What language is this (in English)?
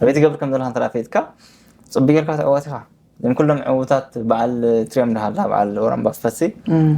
Tigrinya